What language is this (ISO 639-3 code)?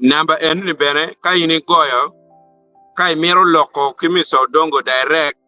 ach